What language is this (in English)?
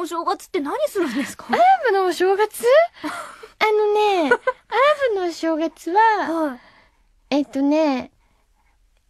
Japanese